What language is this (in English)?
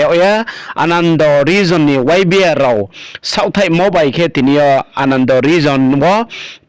Riang (India)